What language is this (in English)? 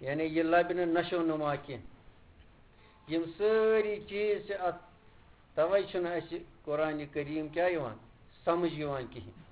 Kashmiri